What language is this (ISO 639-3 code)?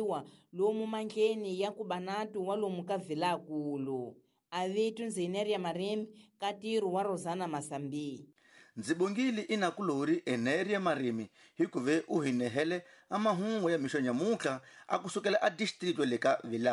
tso